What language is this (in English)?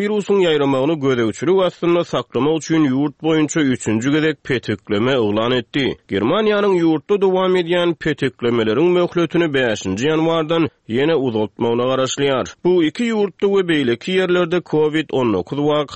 Turkmen